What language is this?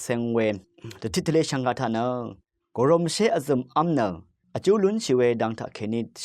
Rawang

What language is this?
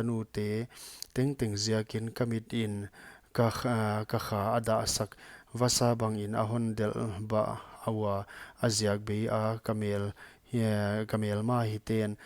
Paite Chin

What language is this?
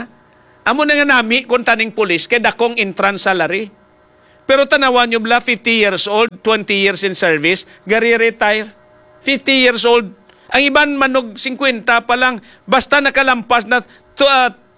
Hiligaynon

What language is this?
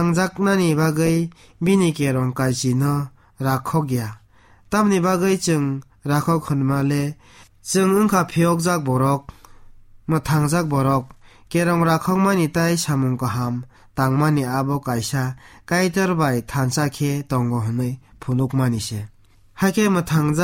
Kok Borok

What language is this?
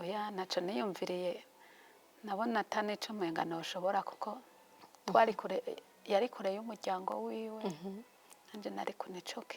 Rundi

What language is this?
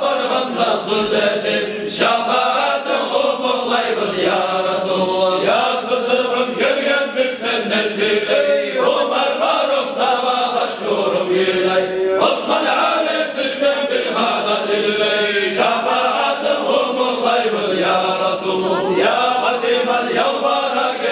Kumyk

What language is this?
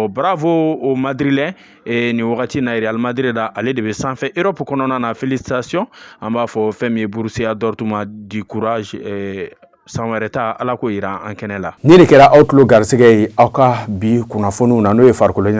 Bambara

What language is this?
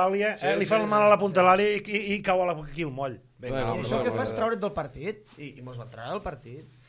Catalan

